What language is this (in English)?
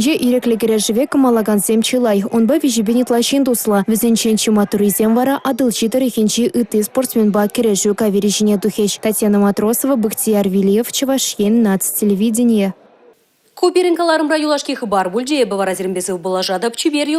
Chuvash